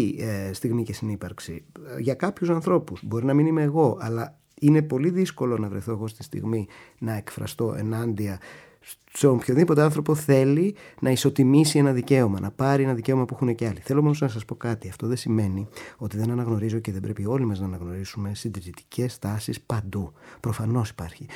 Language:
Greek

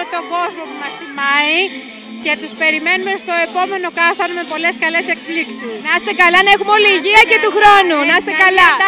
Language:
Greek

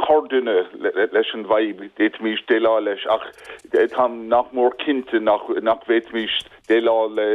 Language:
Irish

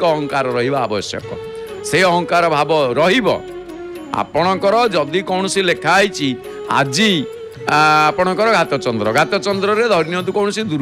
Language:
Odia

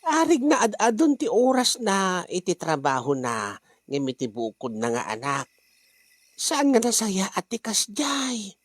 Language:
Iloko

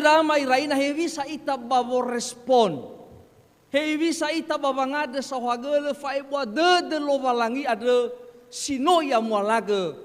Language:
Nias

